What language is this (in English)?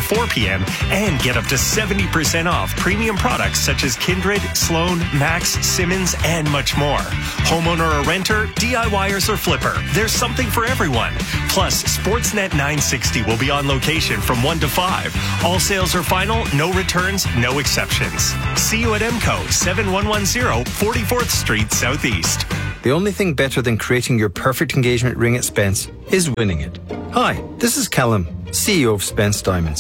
English